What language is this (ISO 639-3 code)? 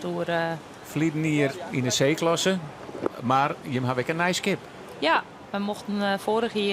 fry